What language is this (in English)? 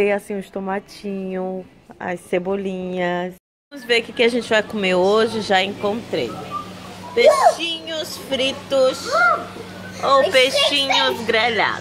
Portuguese